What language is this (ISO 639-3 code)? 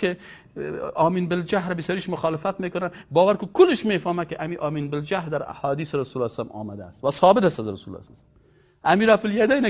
fas